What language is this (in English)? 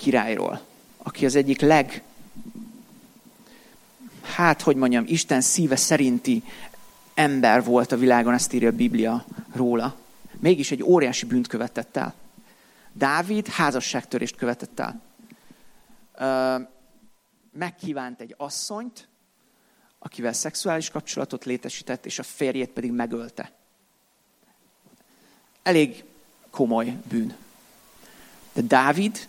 Hungarian